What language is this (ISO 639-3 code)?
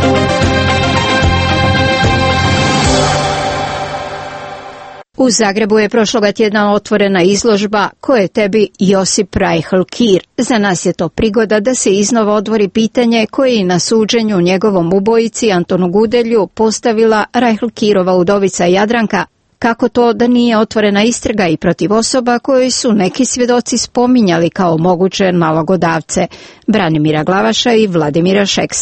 hrv